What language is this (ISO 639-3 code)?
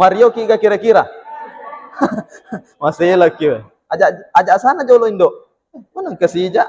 bug